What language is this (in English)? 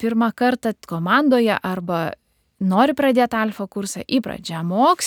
Lithuanian